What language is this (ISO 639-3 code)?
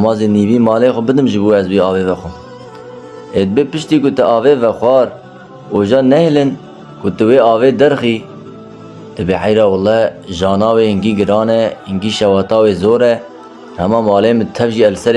kur